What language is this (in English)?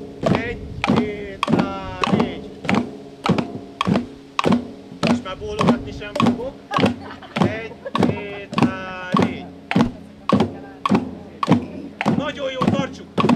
Hungarian